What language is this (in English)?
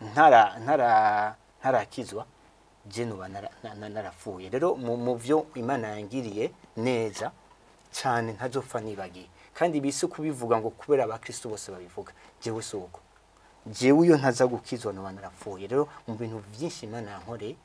Rundi